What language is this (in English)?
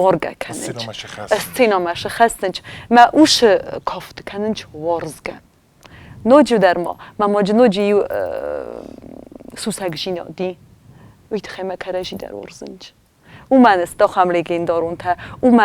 Ossetic